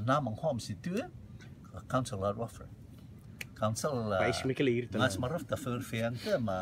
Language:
Rotuman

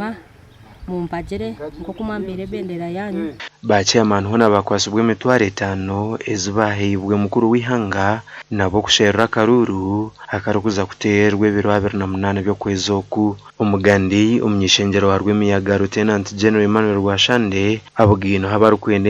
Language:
Nyankole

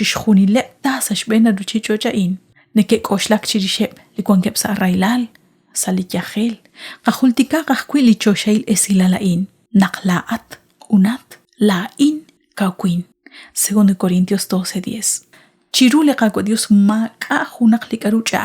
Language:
Kekchí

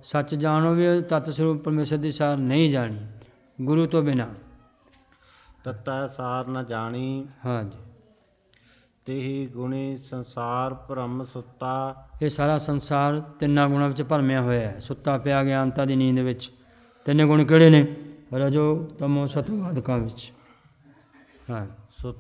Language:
Punjabi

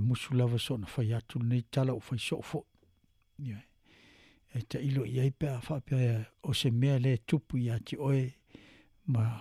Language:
Samoan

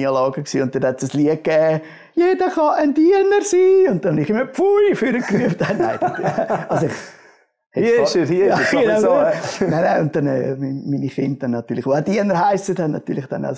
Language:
Swiss German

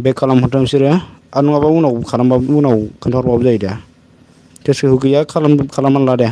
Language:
Bodo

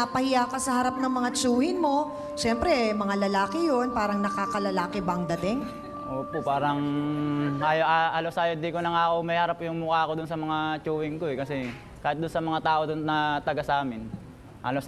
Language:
Filipino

